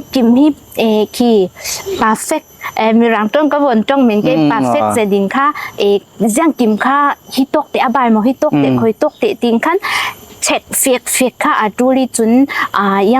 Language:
Falam Chin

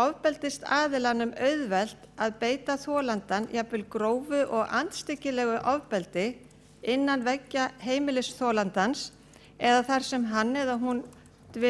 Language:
Icelandic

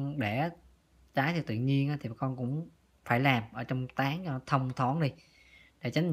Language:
Vietnamese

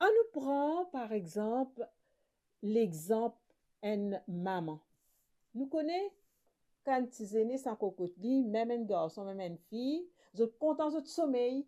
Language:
Morisyen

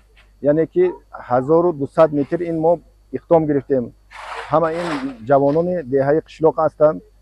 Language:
Tajik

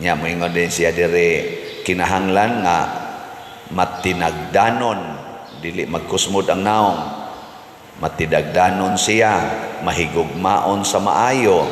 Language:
Cebuano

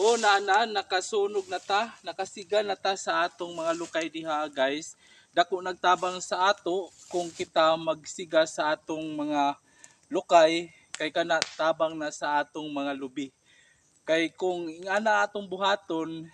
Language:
Cebuano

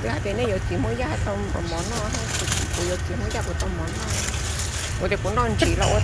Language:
Hmong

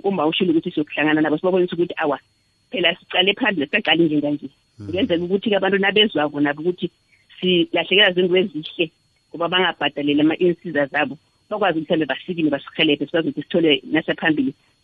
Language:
South Ndebele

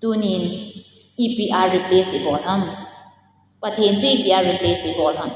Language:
Thado Chin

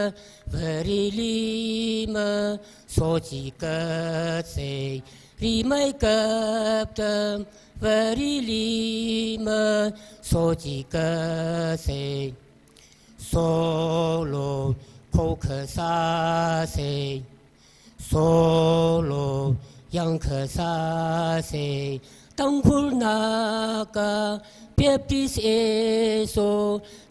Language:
Tangkhul Naga (India)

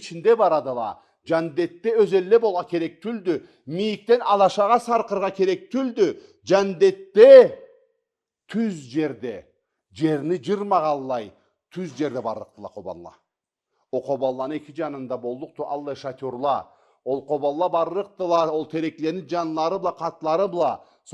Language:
Karachay-Balkar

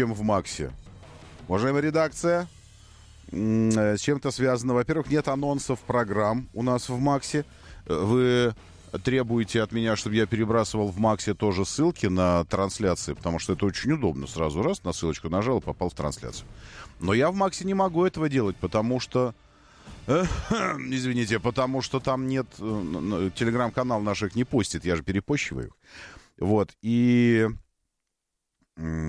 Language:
Russian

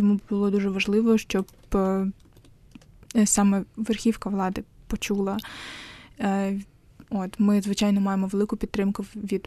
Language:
Ukrainian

